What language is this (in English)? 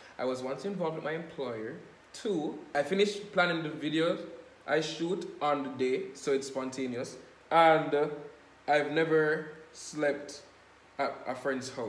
Jamaican Creole English